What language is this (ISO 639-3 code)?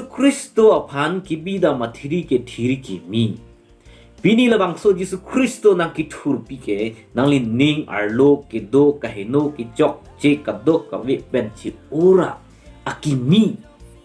mjw